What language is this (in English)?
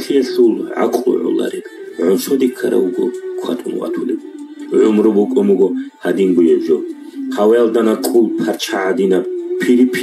Avaric